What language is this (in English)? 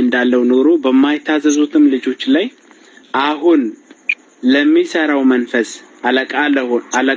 Amharic